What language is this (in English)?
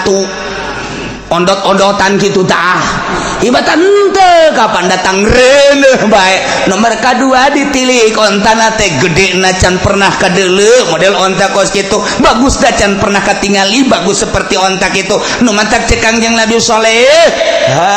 Sundanese